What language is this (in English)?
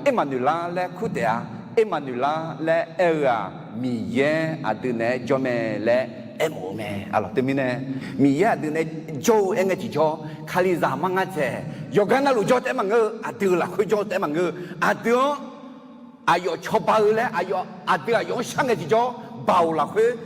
Akha